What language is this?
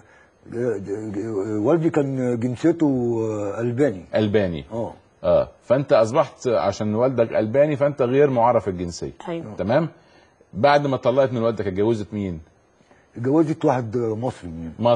Egyptian Arabic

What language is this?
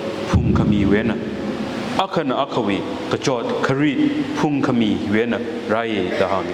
Tangkhul Naga (India)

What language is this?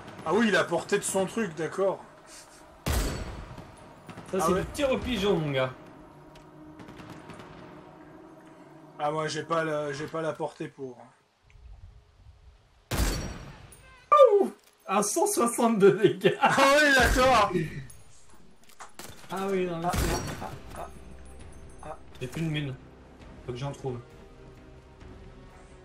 French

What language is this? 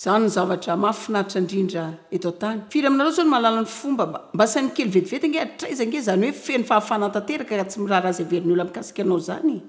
Malagasy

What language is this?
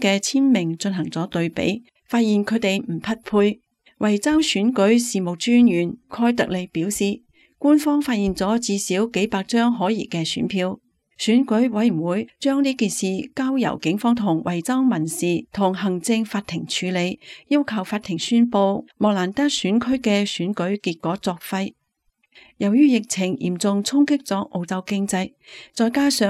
Cantonese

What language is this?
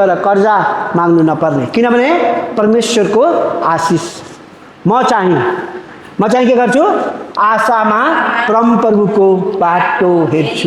Nepali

